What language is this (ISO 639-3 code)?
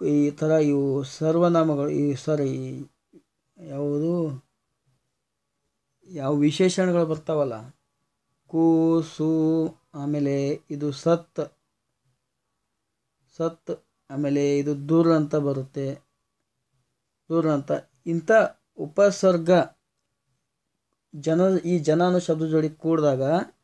kan